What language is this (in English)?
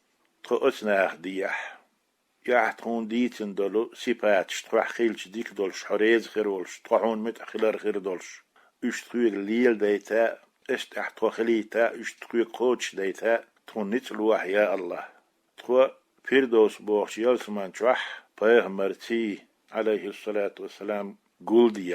Chechen